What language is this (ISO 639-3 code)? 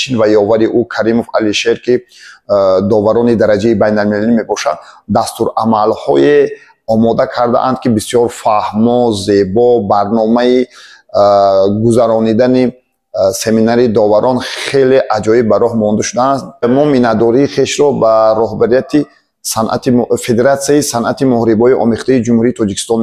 tgk